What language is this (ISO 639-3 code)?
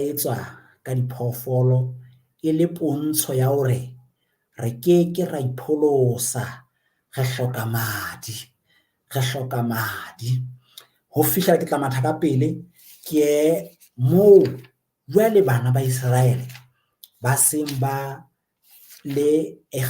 sot